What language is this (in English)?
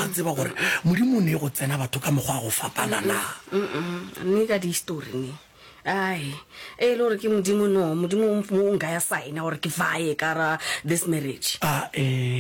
Northern Sotho